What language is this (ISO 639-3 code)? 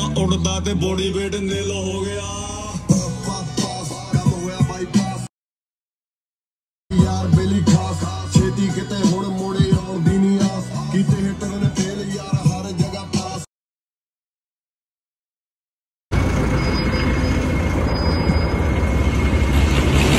pan